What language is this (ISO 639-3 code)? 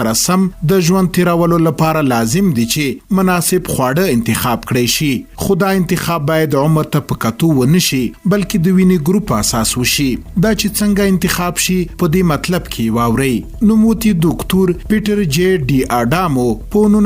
pus